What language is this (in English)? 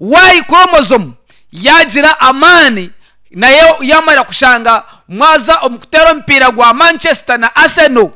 Nyankole